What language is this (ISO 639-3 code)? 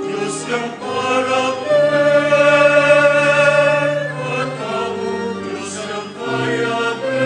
pam